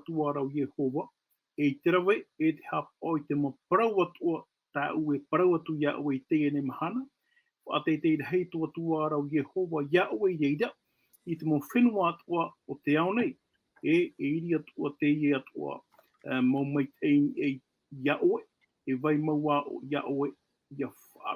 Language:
Tahitian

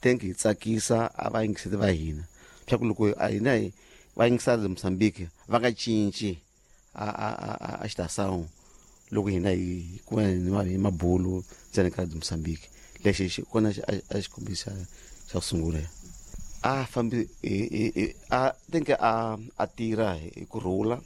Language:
Tsonga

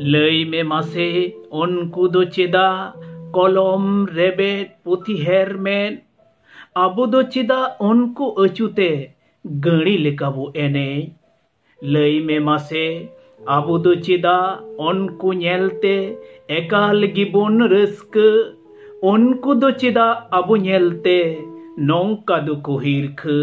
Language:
Santali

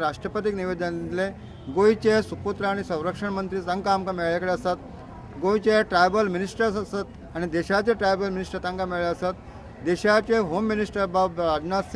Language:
Konkani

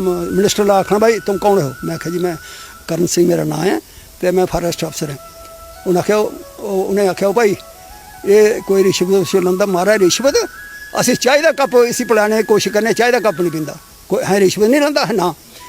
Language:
Dogri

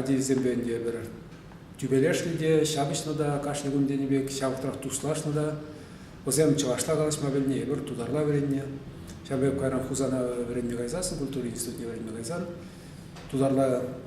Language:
Chuvash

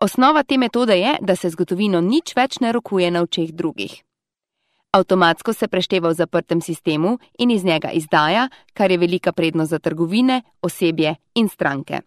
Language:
Slovenian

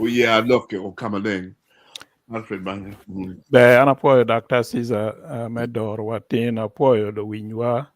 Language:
Acoli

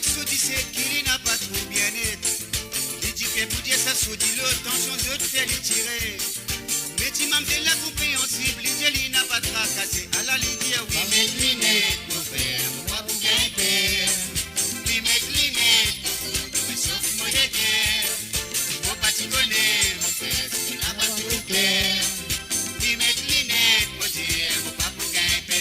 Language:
Morisyen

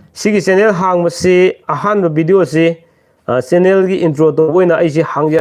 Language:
Manipuri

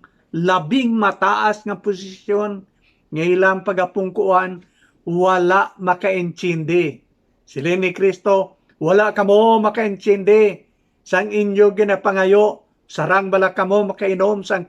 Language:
Hiligaynon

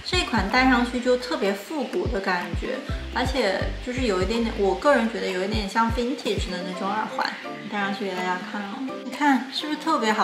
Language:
Chinese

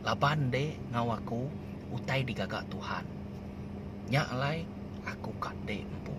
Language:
Iban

